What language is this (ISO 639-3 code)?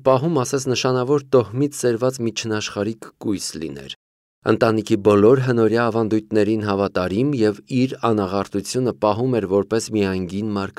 hye